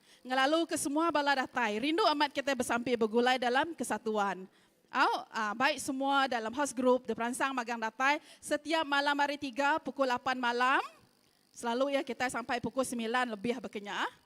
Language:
Iban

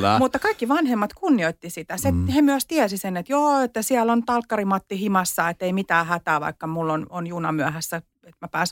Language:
Finnish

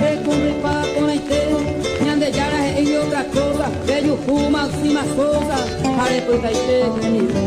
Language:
Guarani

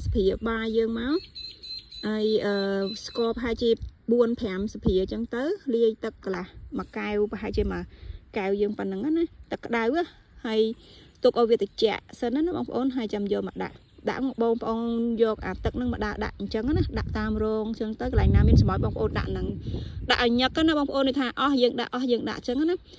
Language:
Khmer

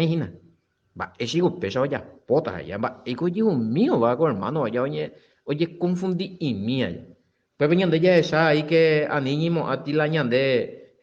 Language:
Guarani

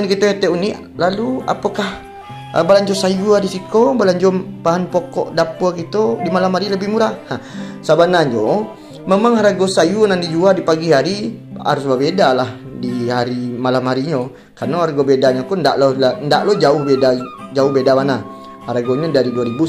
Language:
Minangkabau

